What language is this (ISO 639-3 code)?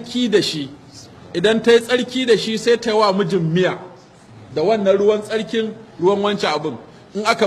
hau